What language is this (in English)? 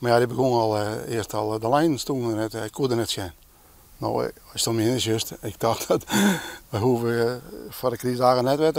Western Frisian